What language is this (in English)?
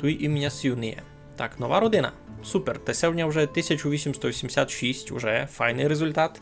Rusyn